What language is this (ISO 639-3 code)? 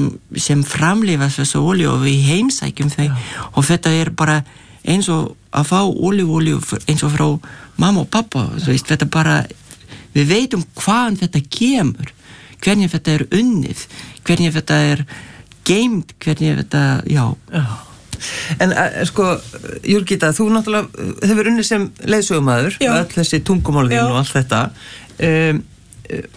isl